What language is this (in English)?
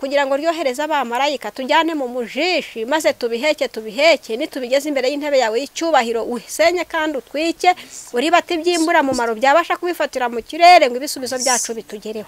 Kinyarwanda